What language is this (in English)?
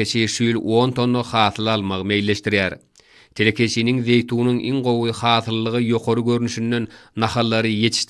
Turkmen